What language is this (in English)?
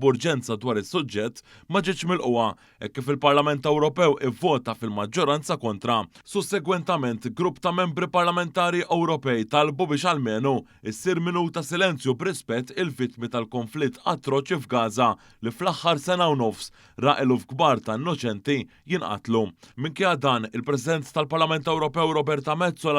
Maltese